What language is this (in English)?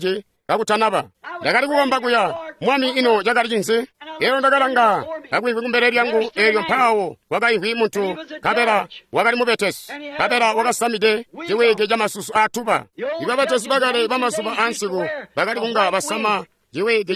Tonga (Zambia)